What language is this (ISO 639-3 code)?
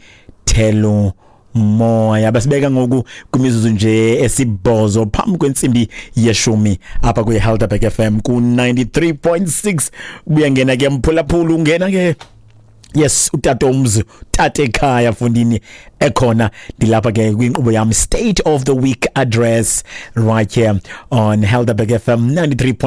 xho